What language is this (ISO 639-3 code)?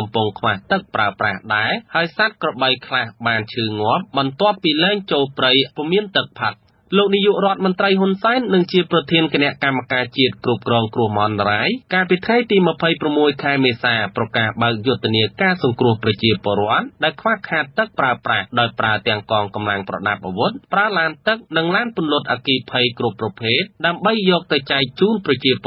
khm